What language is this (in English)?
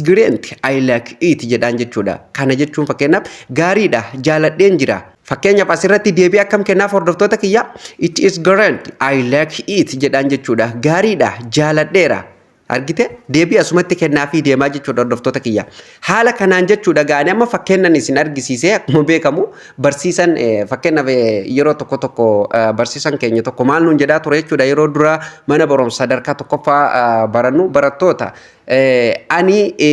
Oromo